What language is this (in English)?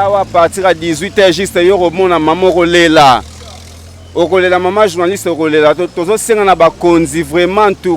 Lingala